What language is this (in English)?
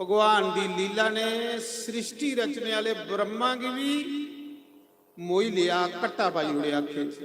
Dogri